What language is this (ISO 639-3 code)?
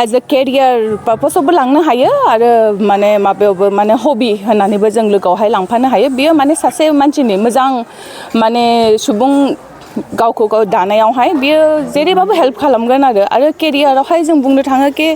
brx